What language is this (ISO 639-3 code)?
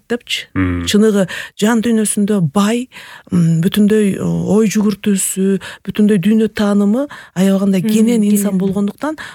kir